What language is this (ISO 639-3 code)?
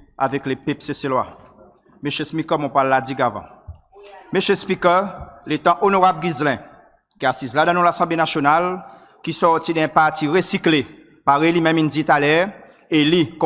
crs